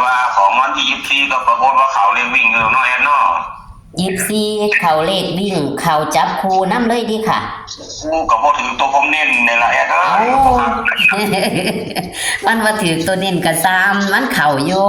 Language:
Northeastern Thai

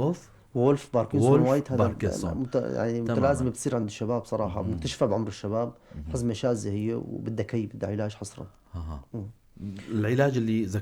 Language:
North Levantine Arabic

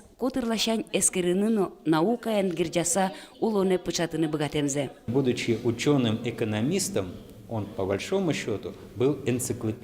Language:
Udmurt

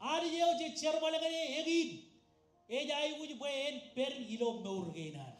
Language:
Marshallese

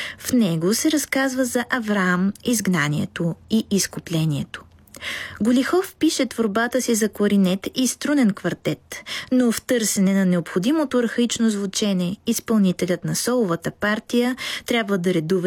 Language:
Bulgarian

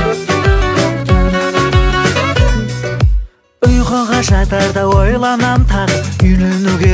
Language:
Kazakh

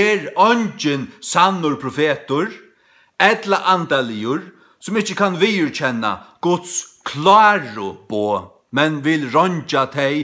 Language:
Faroese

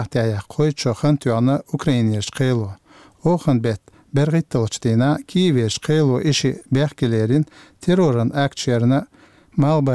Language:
Chechen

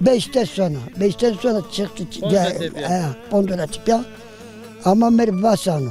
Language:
Zaza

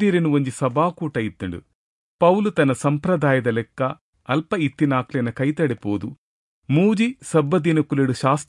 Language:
Tulu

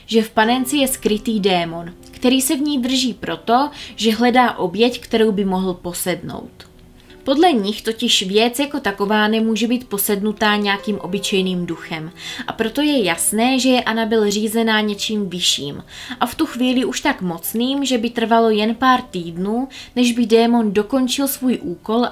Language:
Czech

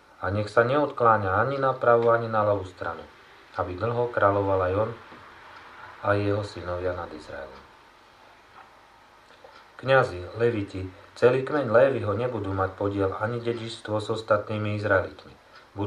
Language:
Slovak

